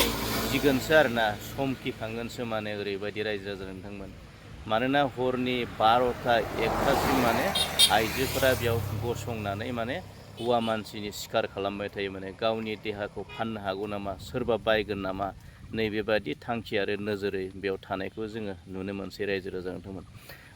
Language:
Bodo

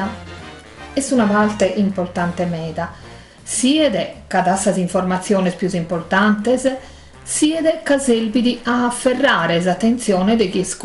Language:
Sardinian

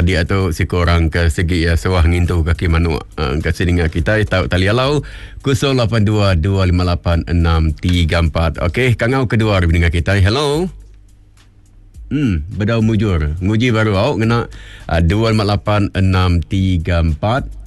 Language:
Iban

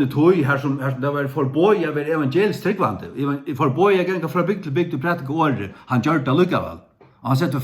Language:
Faroese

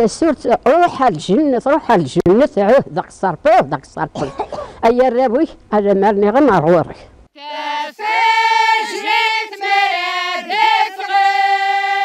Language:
Kabyle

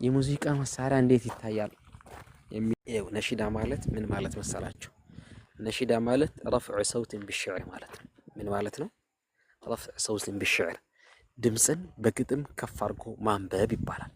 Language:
Amharic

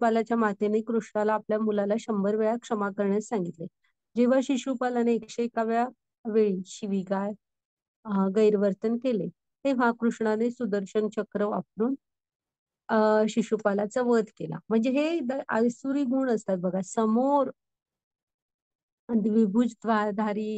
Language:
Marathi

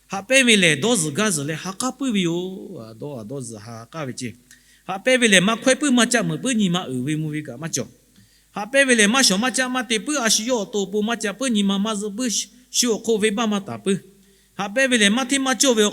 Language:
Lahu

